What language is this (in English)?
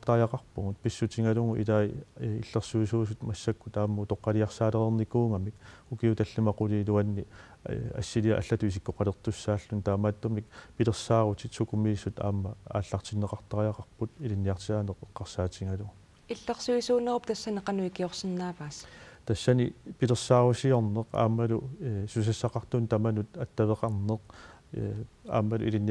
Kalaallisut